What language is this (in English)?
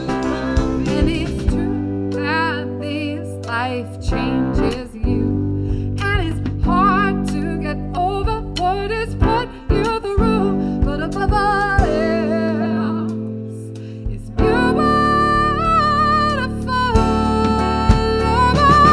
English